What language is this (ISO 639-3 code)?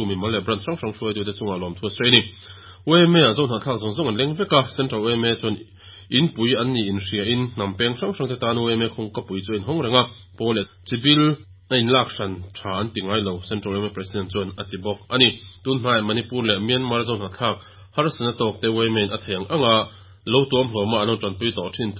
lus